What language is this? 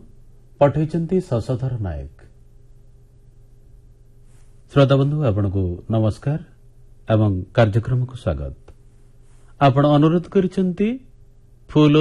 Odia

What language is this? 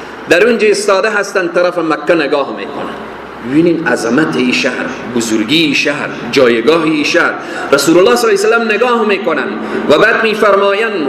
Persian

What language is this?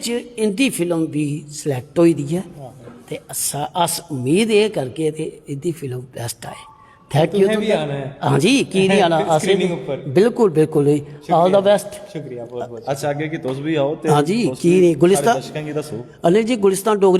Dogri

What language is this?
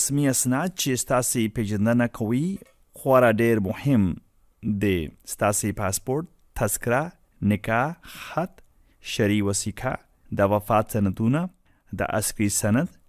Pashto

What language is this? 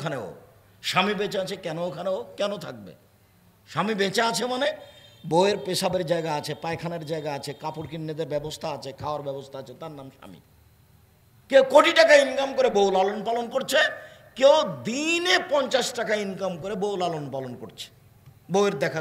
Bangla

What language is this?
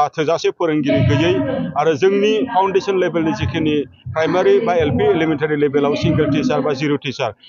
Bodo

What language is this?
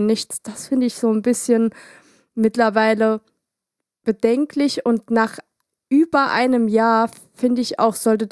German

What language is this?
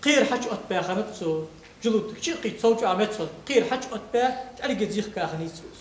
Ingush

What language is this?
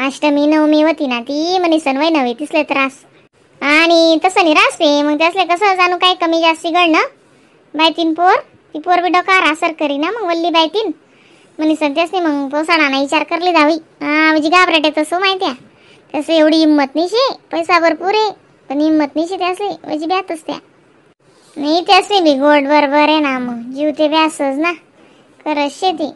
Khandesi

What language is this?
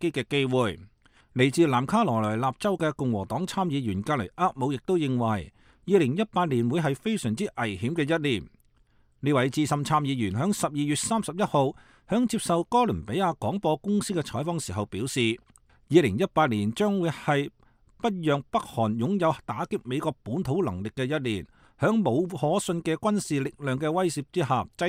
Cantonese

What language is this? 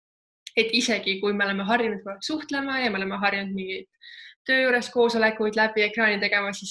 Estonian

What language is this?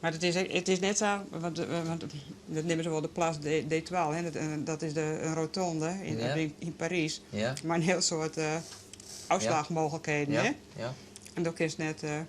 Western Frisian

